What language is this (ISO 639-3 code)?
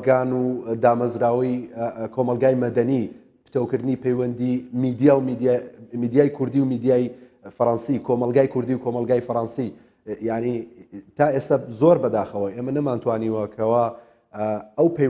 ckb